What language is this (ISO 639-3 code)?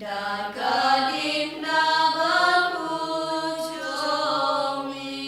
kha